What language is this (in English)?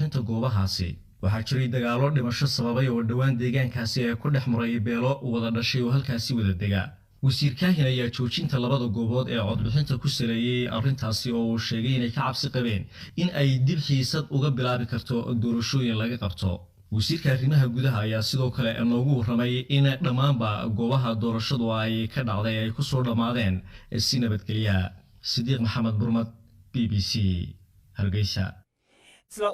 Somali